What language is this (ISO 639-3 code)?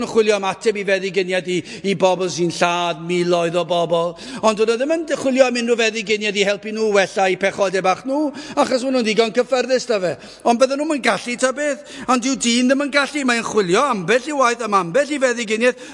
cym